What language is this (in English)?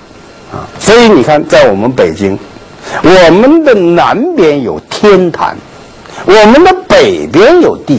Chinese